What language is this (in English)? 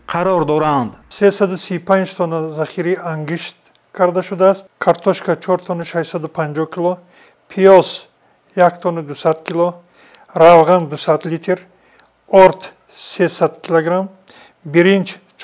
Tajik